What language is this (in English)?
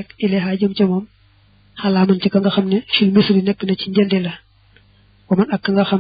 Wolof